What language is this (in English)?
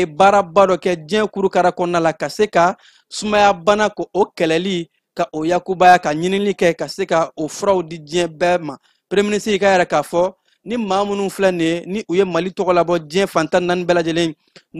Bambara